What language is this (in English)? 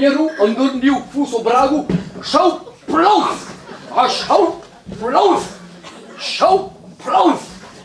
Breton